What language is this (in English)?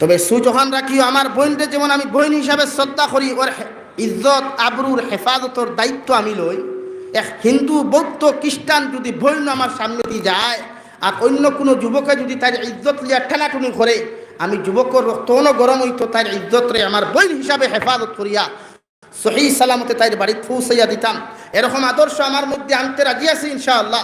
Sylheti